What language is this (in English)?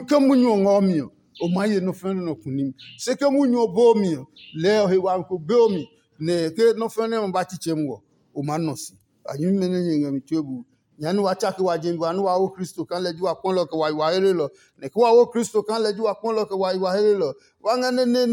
Adangme